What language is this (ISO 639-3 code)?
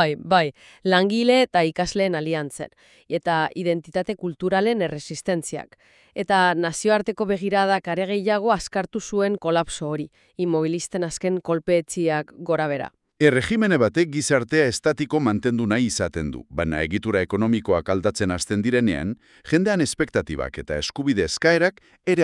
eus